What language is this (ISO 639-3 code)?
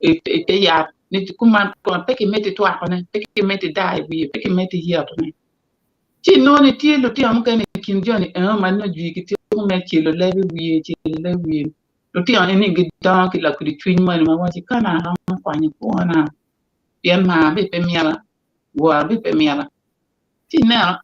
ach